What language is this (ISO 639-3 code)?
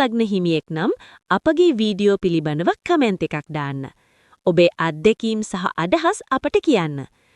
sin